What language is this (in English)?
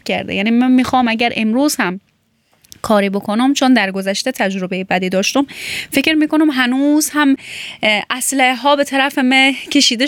Persian